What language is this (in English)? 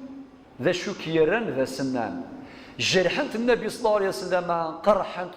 Kabyle